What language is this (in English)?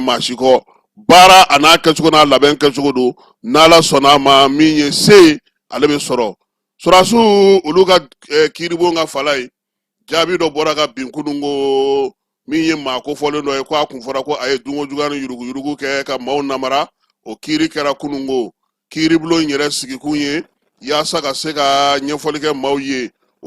Bambara